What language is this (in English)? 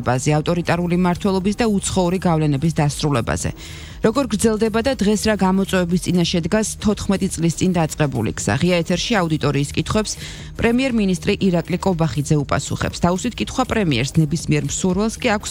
Georgian